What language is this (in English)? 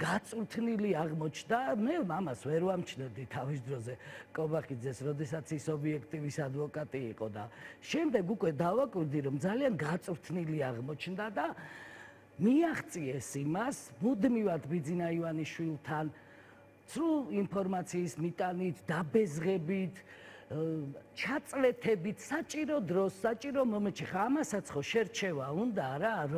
Georgian